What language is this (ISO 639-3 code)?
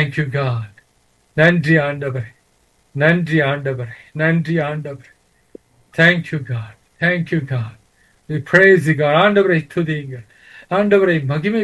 tam